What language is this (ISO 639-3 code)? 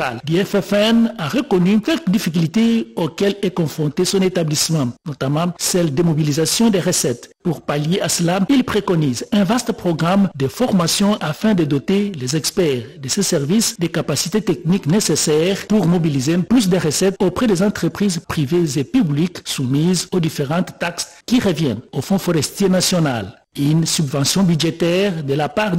fra